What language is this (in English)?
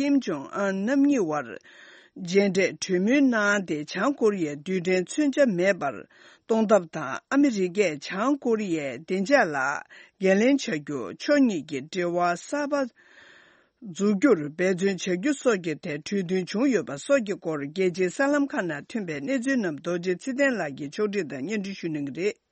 Tibetan